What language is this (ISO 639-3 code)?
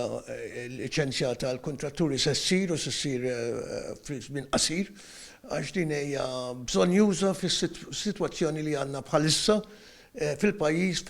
mlt